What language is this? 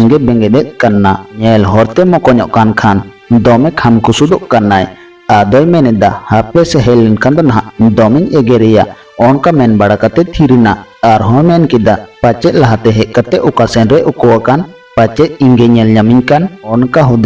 Santali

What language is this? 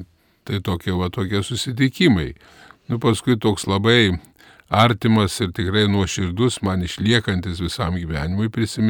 Lithuanian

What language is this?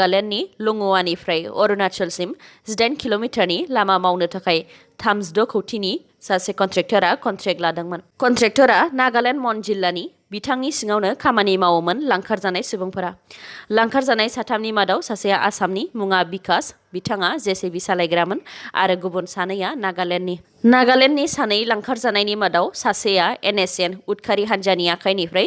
Bodo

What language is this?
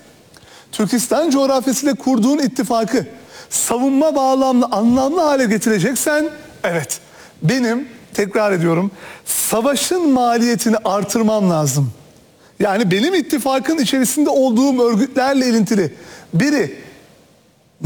Turkish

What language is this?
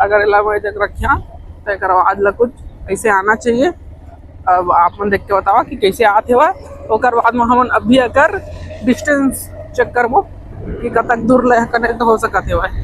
Chhattisgarhi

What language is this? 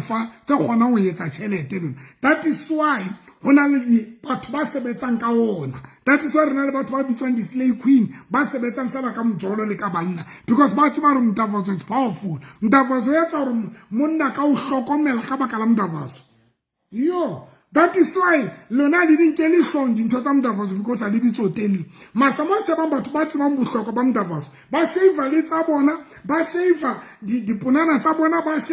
Southern Sotho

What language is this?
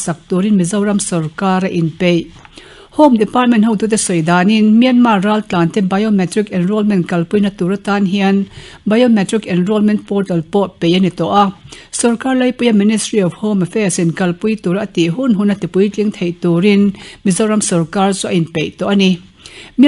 Mizo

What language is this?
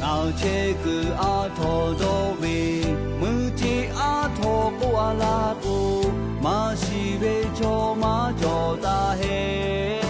Lahu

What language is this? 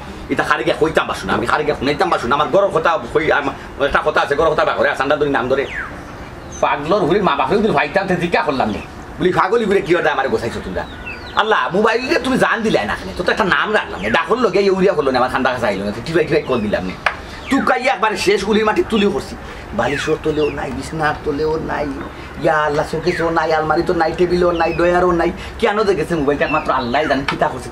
Sylheti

